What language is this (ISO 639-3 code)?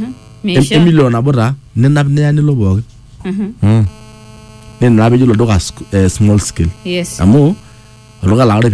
mas